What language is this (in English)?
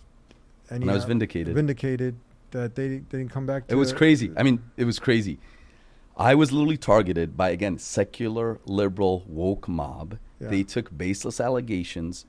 English